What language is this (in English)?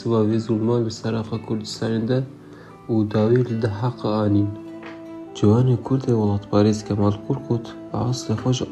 Kurdish